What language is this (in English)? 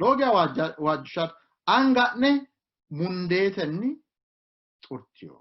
Sidamo